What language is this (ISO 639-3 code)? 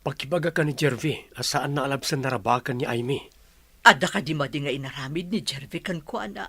ilo